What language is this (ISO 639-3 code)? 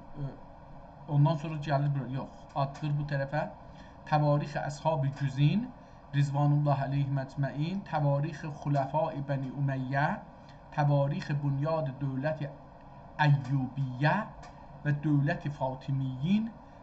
azb